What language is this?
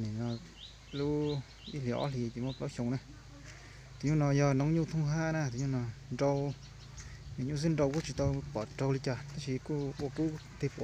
Hmong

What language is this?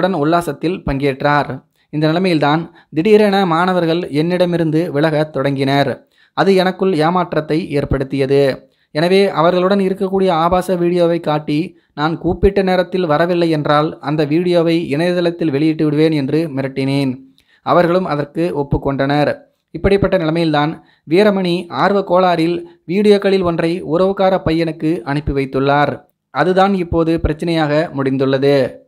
Tamil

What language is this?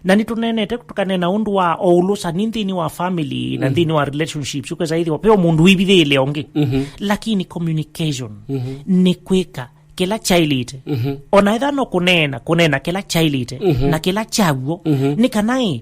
Kamba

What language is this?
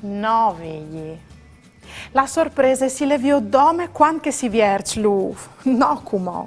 Friulian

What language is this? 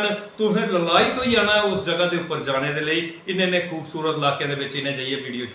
Dogri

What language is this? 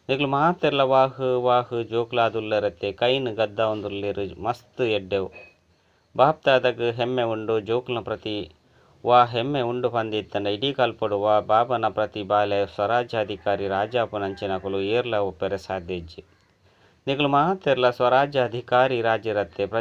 Tulu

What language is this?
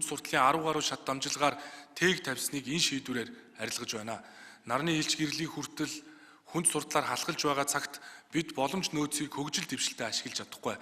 Mongolian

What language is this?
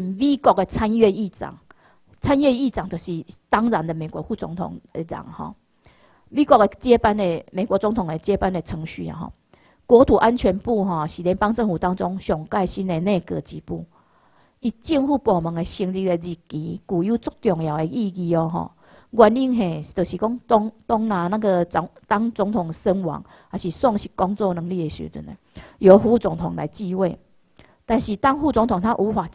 Chinese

